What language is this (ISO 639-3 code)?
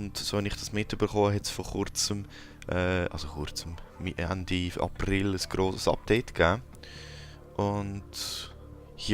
gsw